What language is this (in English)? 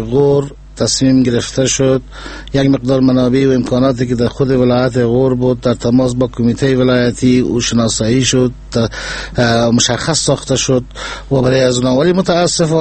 Persian